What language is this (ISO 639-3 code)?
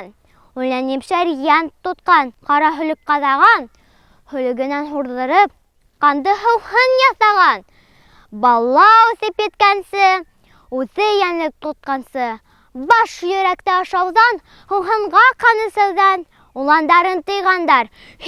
bak